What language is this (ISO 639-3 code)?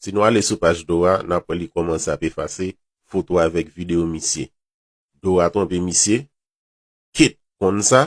hat